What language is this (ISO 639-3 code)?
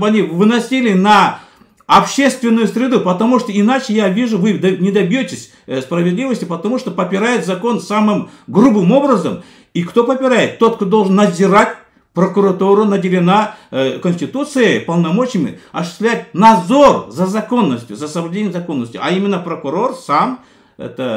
rus